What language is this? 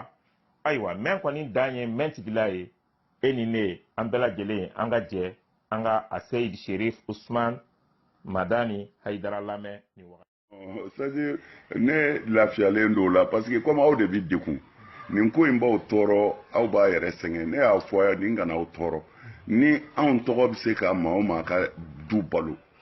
Bambara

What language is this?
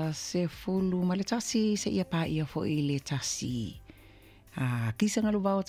Samoan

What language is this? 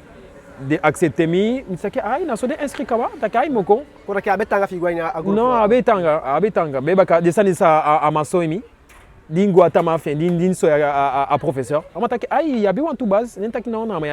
Eastern Maroon Creole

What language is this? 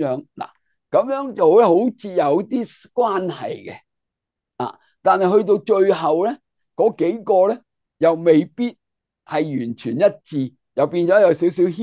Cantonese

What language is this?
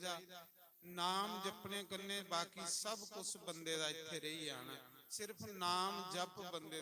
Dogri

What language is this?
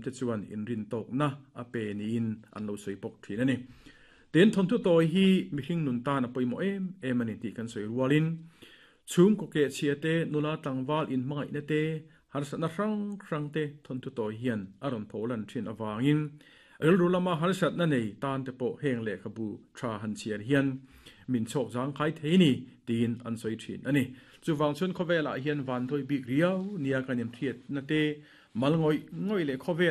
Mizo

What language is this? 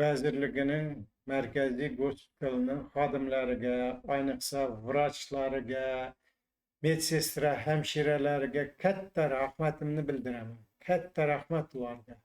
Uzbek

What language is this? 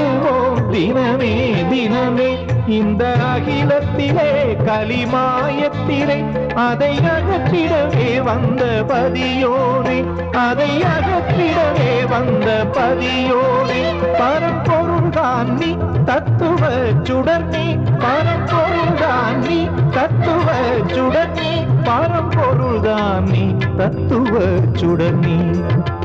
Tamil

